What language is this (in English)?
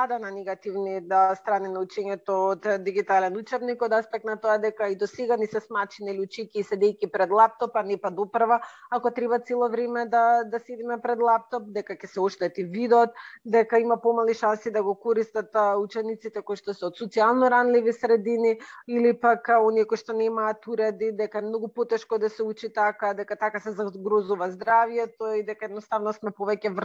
Macedonian